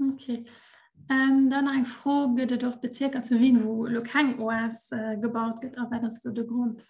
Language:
Luxembourgish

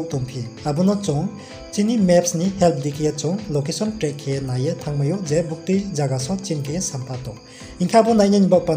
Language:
Riang (India)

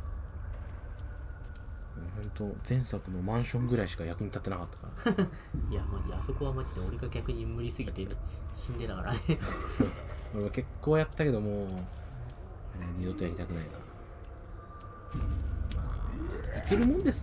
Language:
Japanese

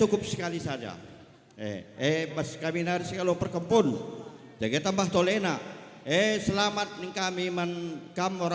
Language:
Batak Karo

